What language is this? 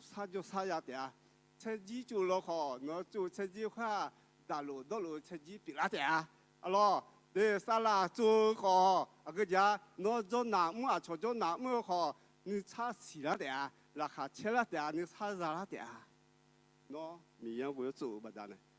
Akha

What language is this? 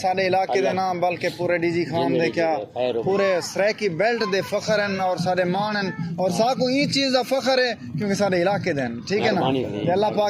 Saraiki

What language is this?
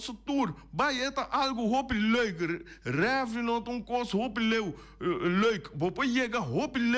Papiamento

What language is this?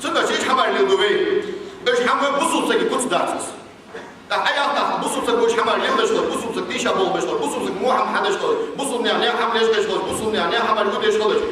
Ingush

